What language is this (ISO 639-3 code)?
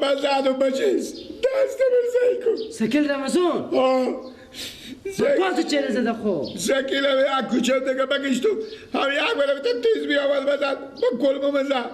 fas